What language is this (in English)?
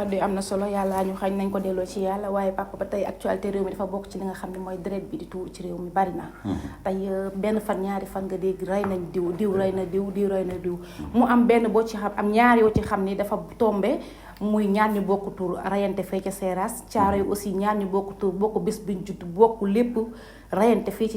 Wolof